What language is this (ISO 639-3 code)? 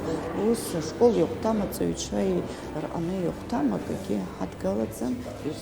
abk